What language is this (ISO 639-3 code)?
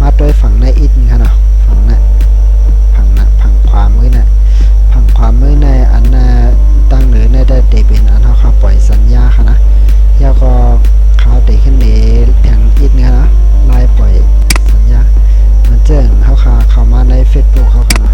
shn